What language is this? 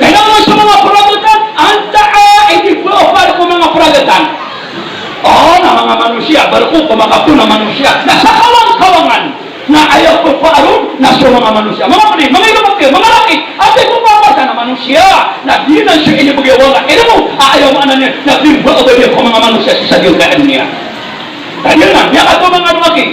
Maranao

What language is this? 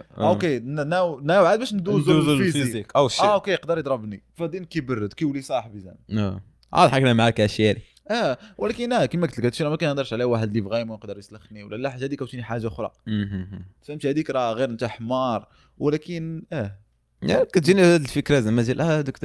Moroccan Arabic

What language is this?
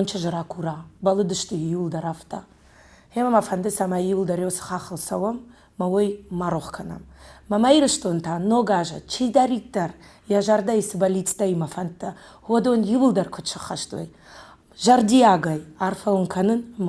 Ossetic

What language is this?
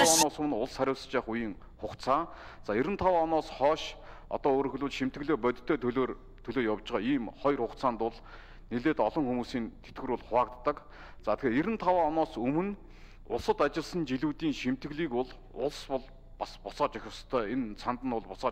Mongolian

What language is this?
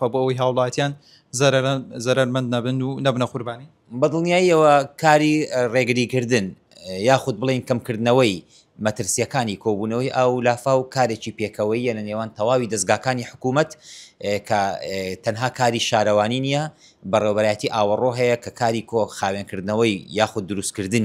Central Kurdish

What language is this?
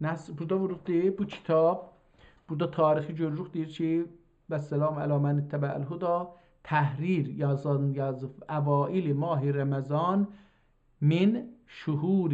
South Azerbaijani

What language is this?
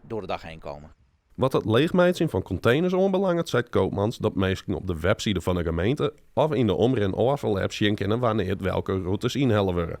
Western Frisian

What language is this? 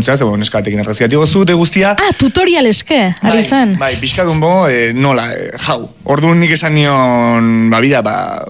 Basque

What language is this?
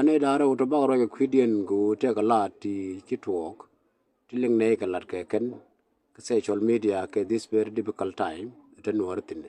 Nuer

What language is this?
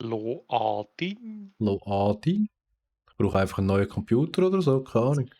Swiss German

